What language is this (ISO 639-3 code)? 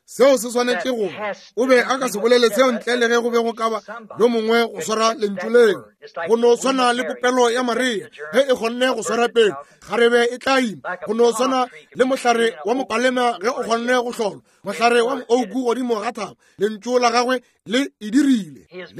nso